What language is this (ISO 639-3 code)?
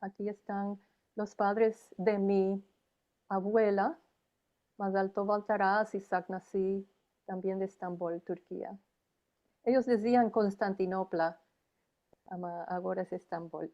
lad